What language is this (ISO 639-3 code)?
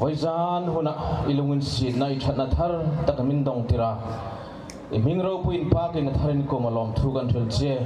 hmr